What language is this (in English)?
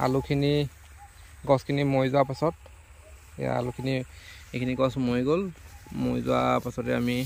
Assamese